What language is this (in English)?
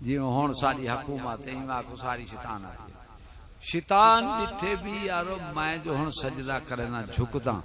Saraiki